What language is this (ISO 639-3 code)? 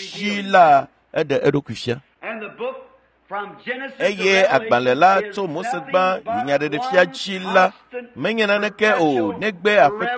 ewe